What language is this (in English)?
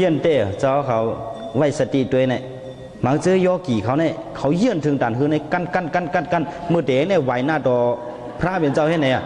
Shan